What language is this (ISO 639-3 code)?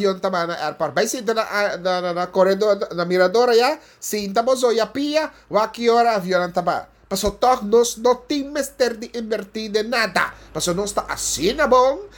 pap